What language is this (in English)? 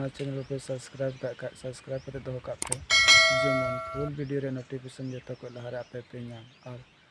Santali